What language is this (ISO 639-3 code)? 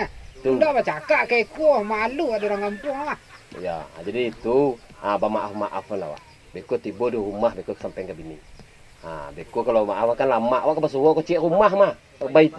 min